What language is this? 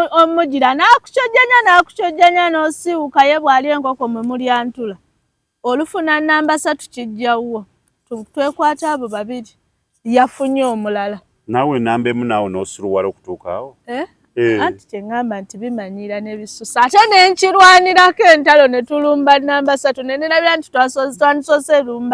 Ganda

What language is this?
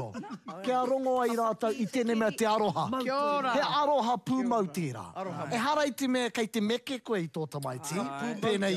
Māori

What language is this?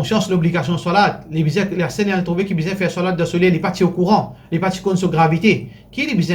Morisyen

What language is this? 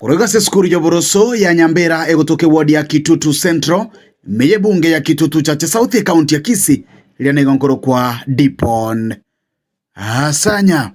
Gusii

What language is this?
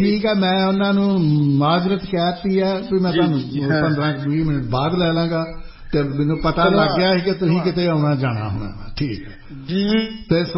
Punjabi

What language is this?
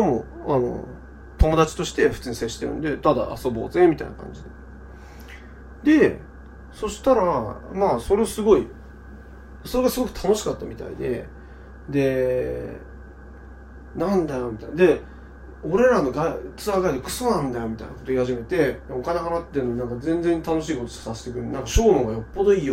Japanese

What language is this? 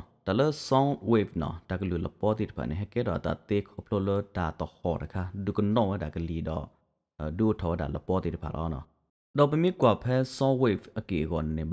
S'gaw Karen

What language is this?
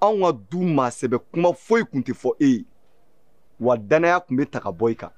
Bambara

